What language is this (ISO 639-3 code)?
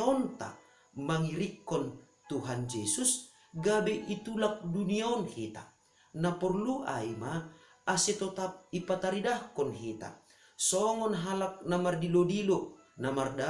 bts